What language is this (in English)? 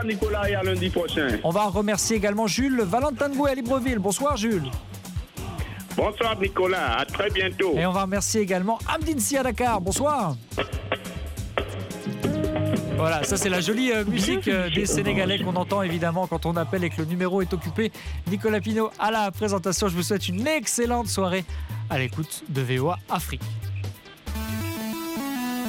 French